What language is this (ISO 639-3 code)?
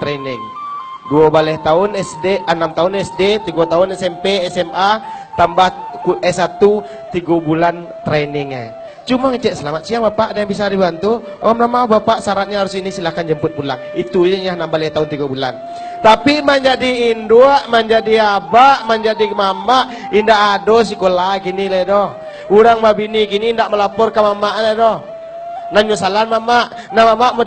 min